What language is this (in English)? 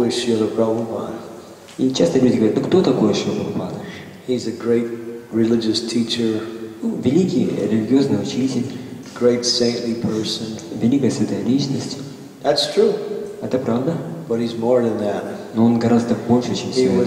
Russian